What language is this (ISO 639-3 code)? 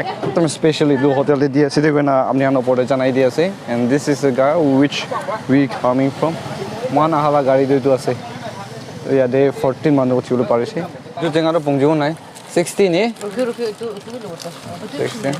nag